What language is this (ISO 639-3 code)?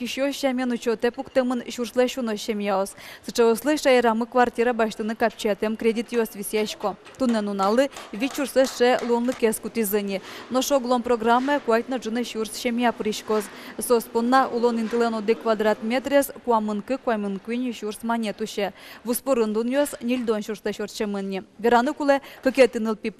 udm